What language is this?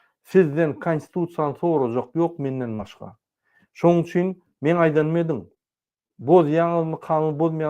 Turkmen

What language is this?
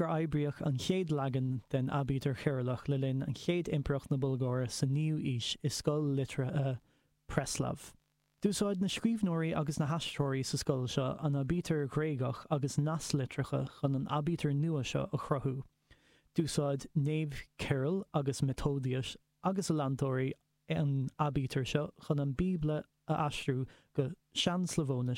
Irish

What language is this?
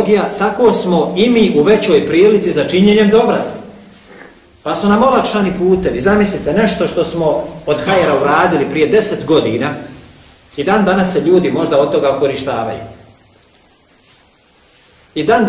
Bosnian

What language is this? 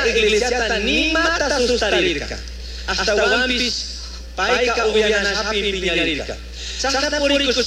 Chimborazo Highland Quichua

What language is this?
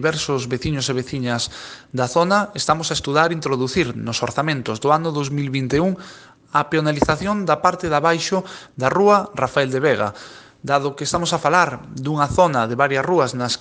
Galician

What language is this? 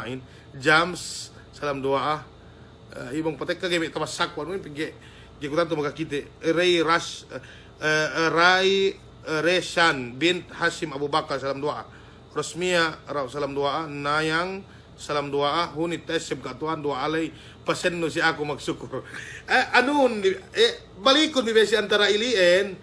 Yakan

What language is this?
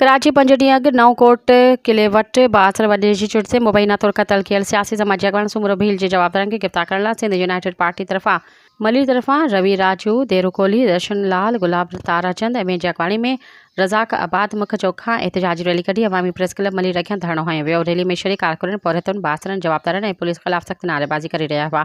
Sindhi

